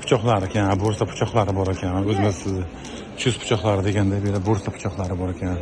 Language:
Uzbek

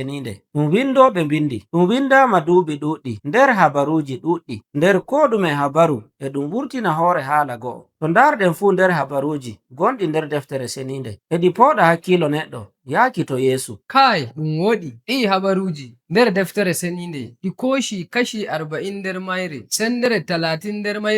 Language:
Nigerian Fulfulde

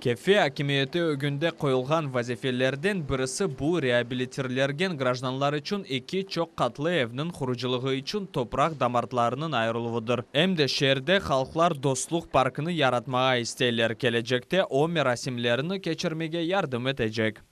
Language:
Crimean Tatar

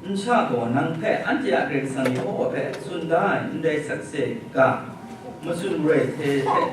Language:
Kachin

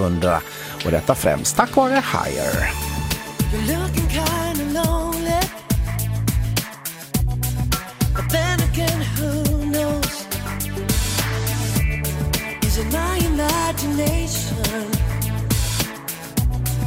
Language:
Swedish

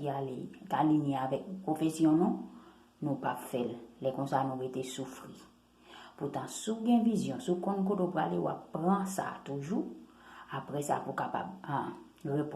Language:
Haitian Creole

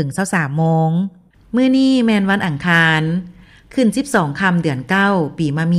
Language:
Lao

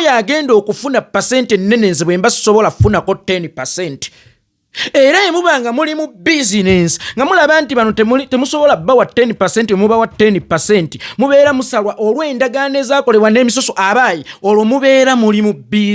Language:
Ganda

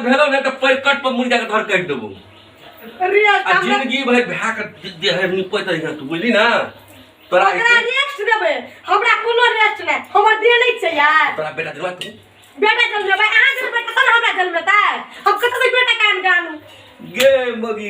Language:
Maithili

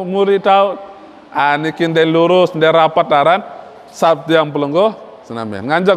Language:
Sasak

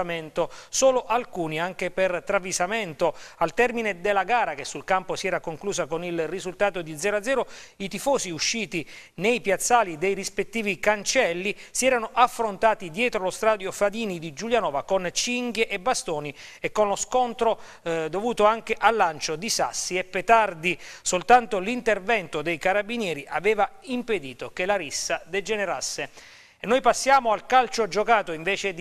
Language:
Italian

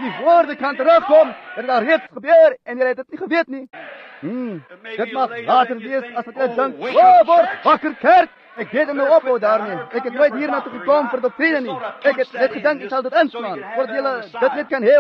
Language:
Afrikaans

